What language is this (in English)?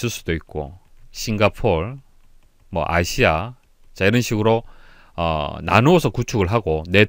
Korean